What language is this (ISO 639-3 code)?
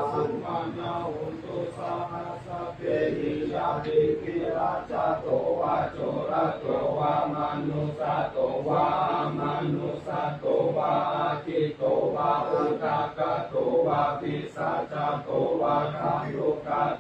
pli